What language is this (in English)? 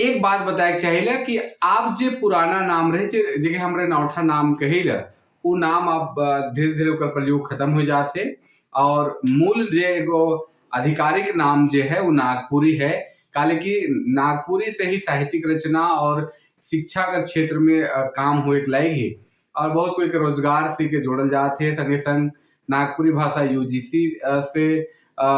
Sadri